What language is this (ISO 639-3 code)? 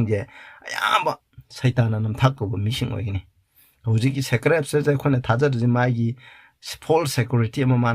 mni